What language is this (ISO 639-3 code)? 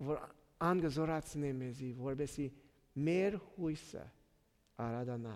hyw